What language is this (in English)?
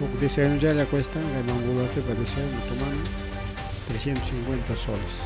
Ayacucho Quechua